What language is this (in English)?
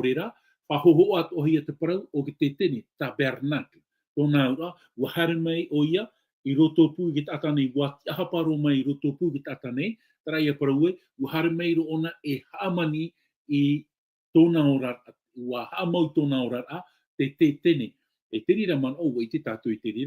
Tahitian